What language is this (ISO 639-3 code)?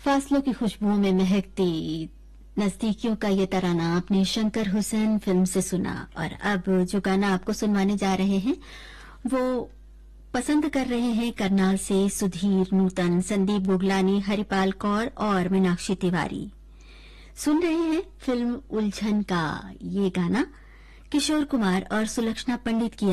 hin